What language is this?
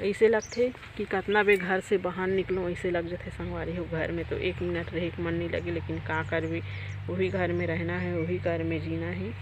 Chhattisgarhi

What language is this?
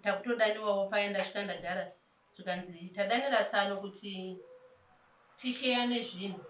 Shona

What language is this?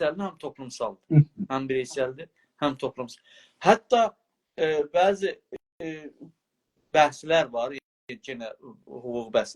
South Azerbaijani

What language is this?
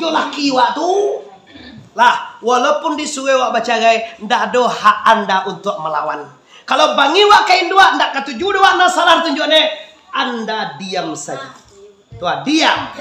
Minangkabau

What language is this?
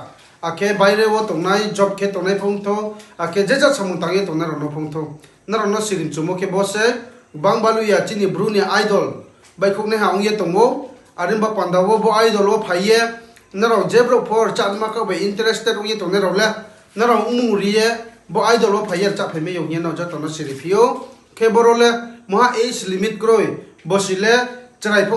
Riang (India)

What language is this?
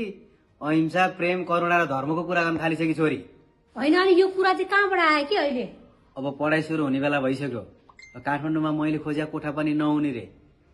Nepali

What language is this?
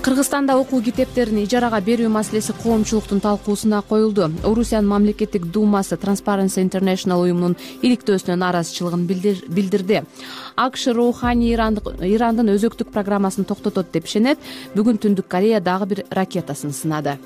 Kyrgyz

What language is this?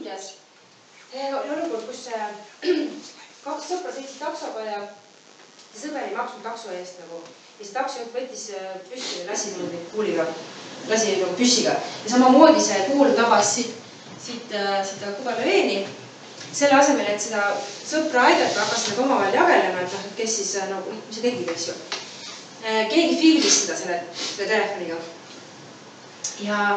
Estonian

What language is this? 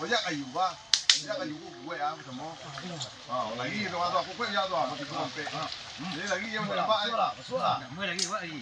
Minangkabau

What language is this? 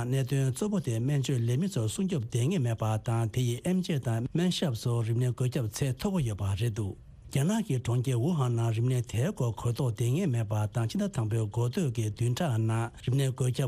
Tibetan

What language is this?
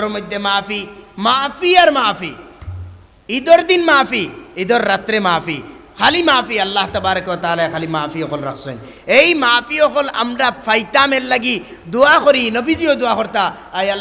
Sylheti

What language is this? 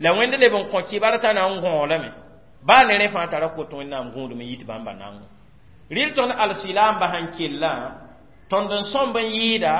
Mossi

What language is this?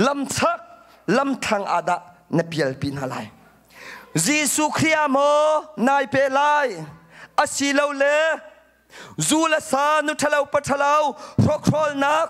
Hakha Chin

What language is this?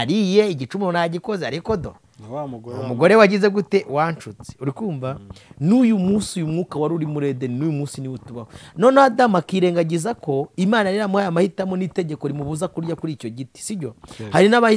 Kinyarwanda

